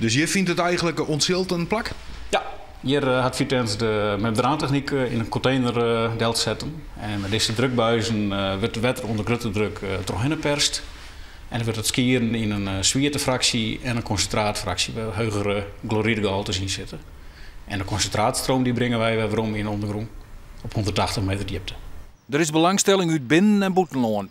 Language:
Western Frisian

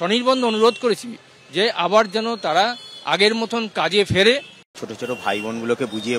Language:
Bangla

